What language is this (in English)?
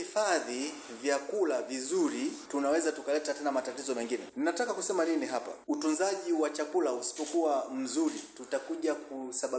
Swahili